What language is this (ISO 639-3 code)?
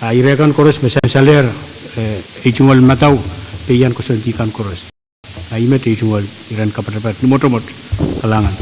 pon